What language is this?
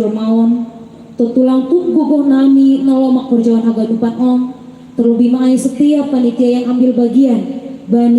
Batak Simalungun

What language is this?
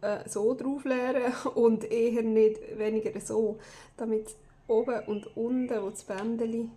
Swiss German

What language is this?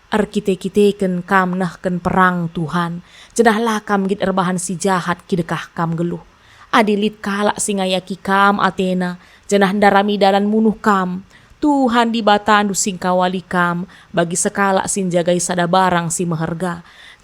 Batak Karo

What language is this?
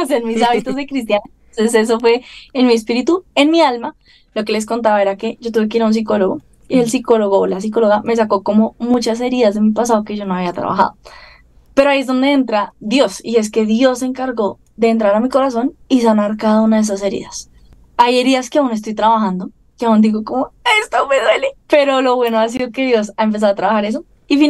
Spanish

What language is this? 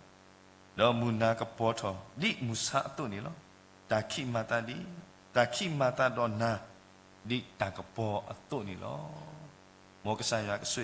S'gaw Karen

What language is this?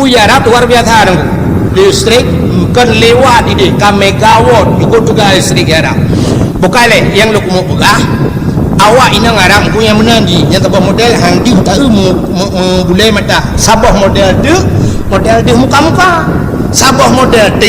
Achinese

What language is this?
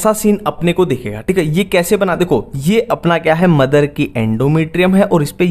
Hindi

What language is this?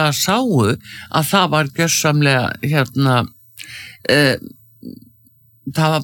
Icelandic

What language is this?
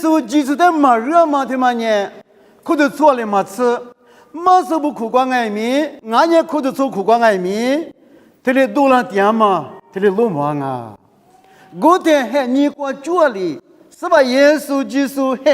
Lisu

